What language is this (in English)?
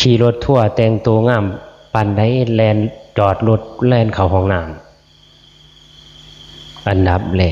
Northeastern Thai